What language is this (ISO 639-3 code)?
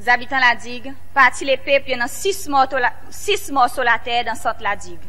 crs